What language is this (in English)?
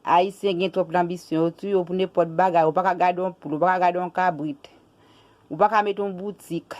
Haitian Creole